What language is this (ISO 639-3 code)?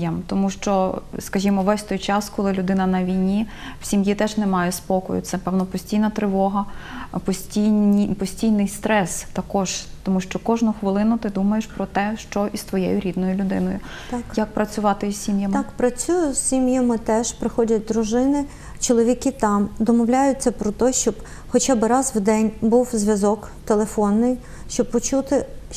ukr